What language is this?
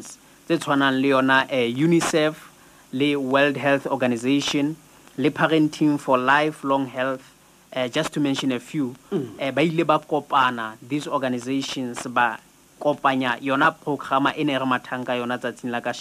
Southern Sotho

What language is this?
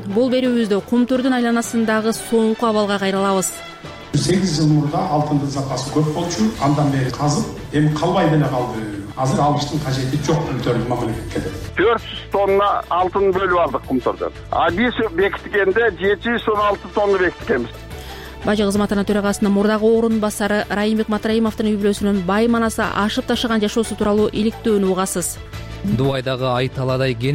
Kyrgyz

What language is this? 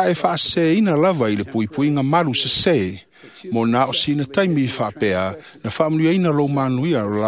Samoan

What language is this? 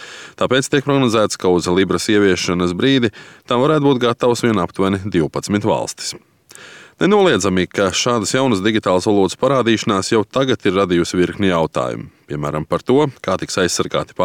Latvian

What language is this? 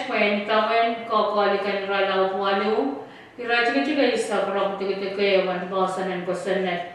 Pohnpeian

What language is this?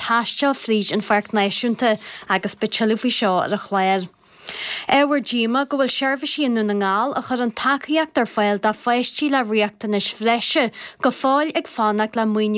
Irish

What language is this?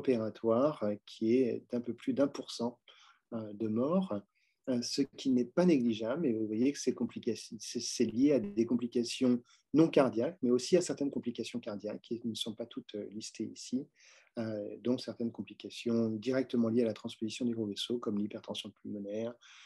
French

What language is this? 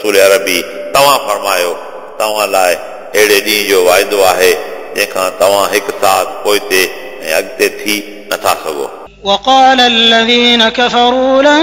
Sindhi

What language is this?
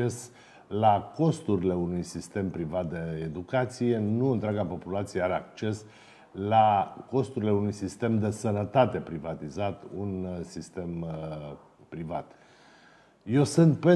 Romanian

